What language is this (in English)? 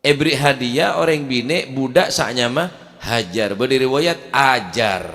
Madurese